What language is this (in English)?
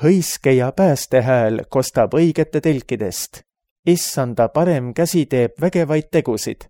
Estonian